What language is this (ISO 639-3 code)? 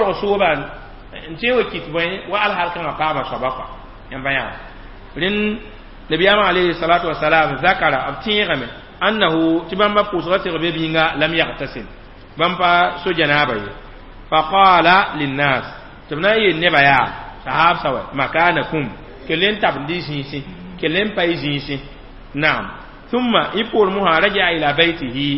mos